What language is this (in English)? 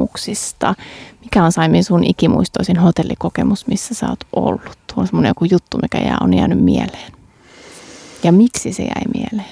Finnish